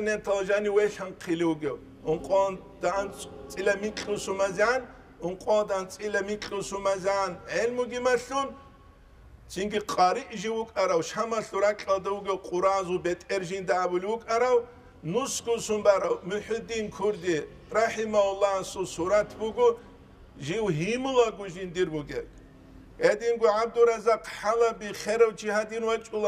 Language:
Avaric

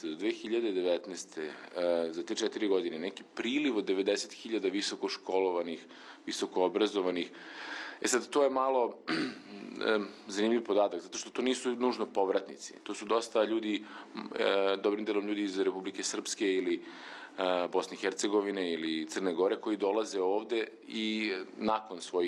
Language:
Serbian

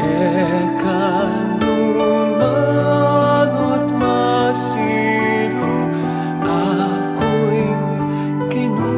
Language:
Pampanga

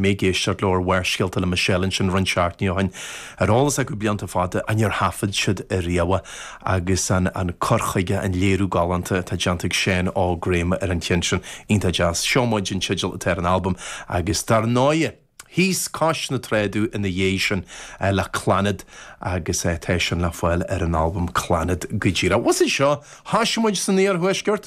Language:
Irish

